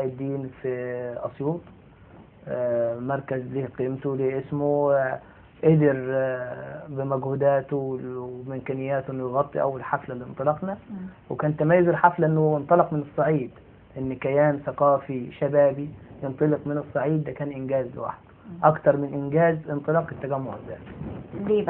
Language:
Egyptian Arabic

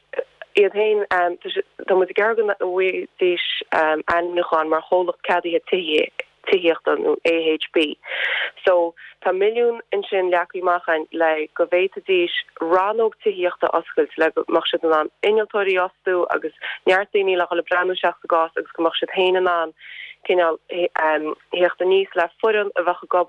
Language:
Irish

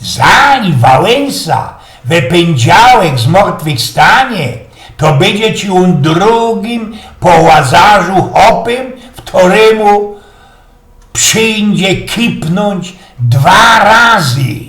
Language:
Silesian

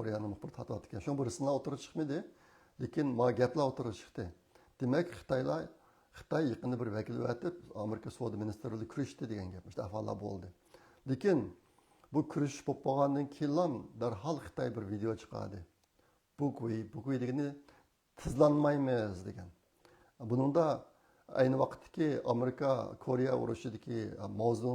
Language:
Uyghur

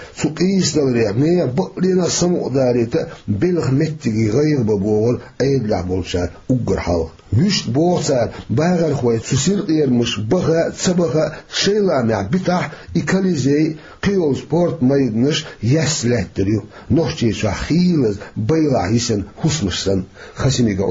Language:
Chechen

